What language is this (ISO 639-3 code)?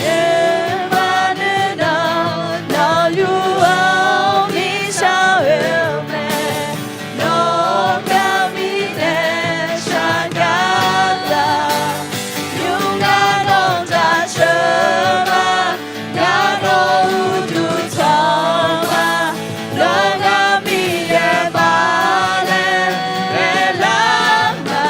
ahk